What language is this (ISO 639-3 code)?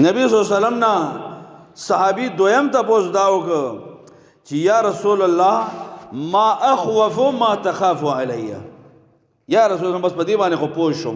pus